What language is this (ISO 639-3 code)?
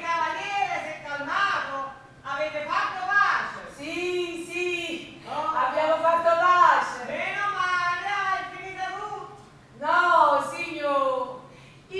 nap